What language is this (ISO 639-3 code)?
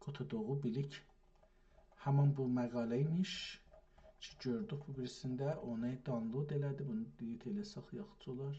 azb